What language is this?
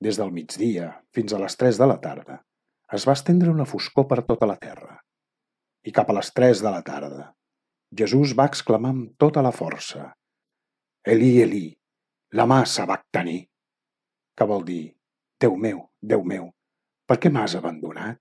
Catalan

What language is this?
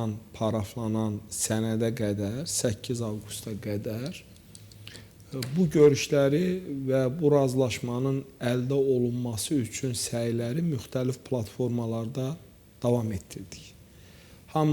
Azerbaijani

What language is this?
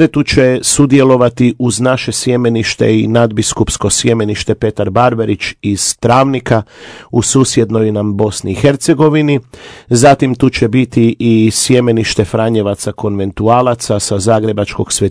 Croatian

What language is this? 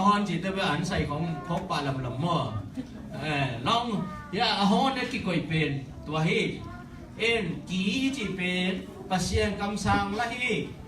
Tedim Chin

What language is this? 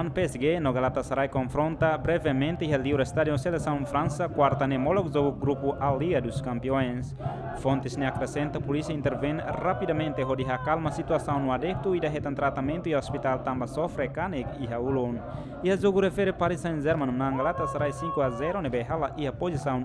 Tetum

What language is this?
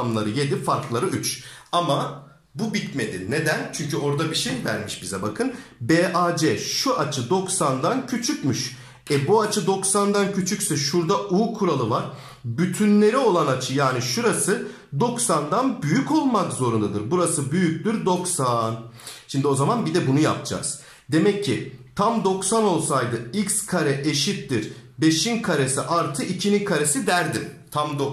Turkish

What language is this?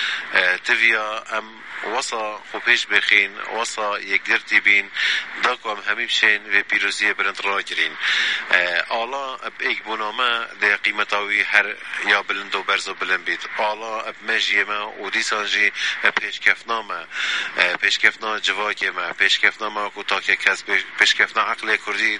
Kurdish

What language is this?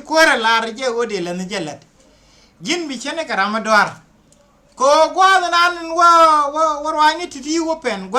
Nuer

